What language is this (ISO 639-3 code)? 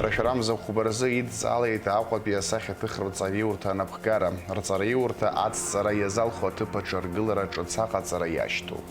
abk